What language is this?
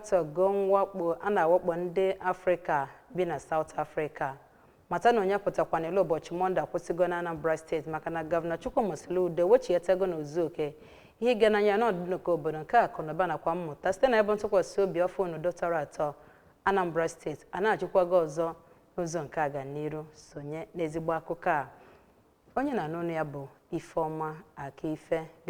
Igbo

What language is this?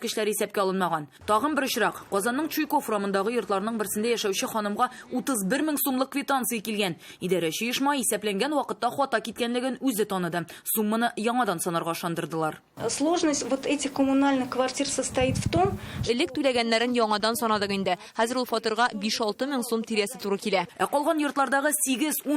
Tatar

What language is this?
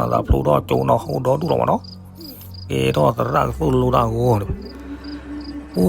S'gaw Karen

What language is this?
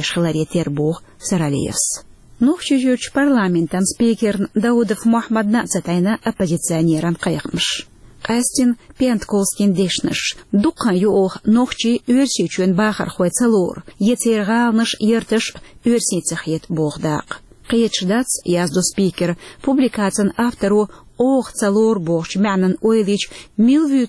Chechen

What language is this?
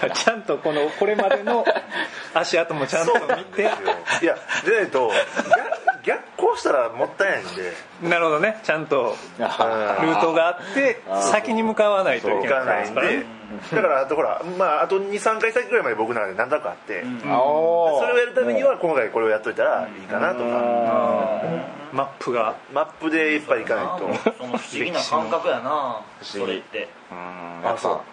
Japanese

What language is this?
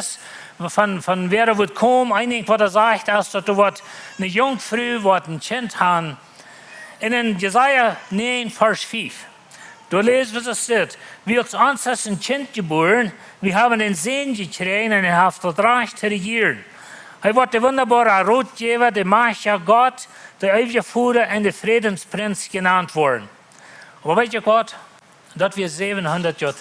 Plautdietsch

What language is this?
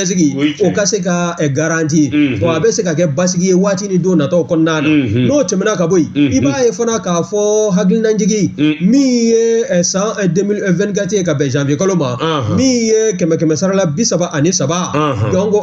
Bambara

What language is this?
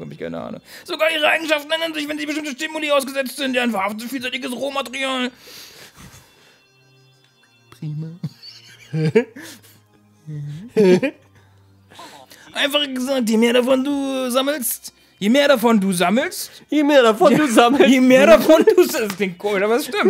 German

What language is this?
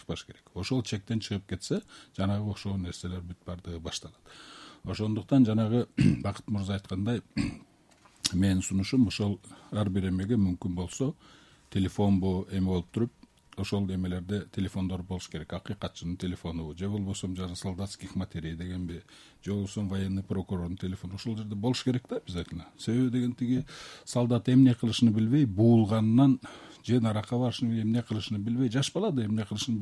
Kyrgyz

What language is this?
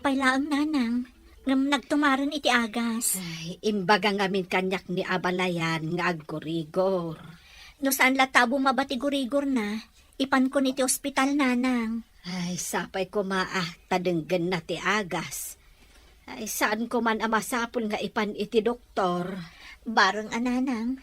Iloko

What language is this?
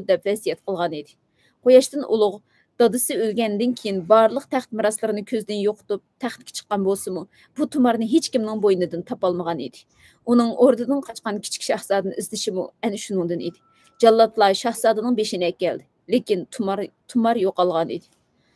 Uyghur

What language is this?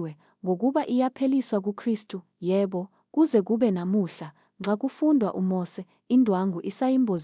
Zulu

